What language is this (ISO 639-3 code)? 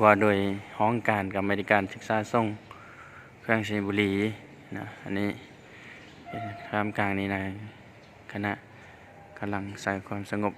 lao